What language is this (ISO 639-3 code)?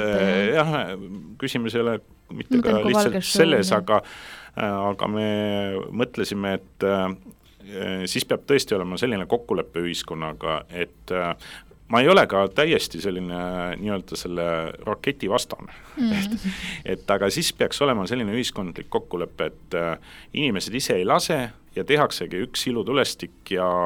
est